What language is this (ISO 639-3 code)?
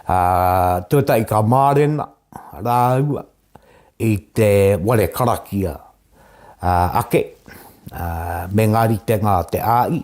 mri